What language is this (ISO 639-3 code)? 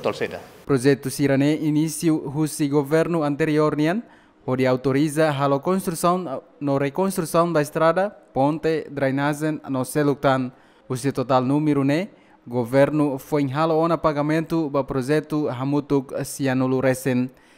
tet